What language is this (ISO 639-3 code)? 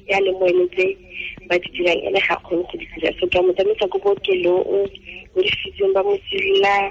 tsn